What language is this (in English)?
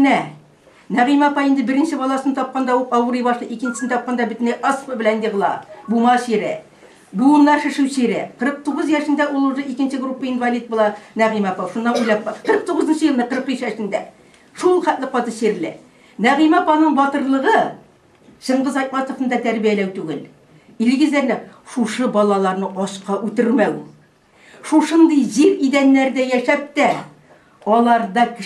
Tatar